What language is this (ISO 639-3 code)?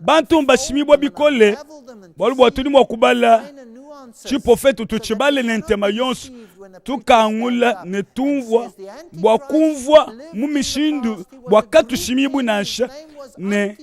lua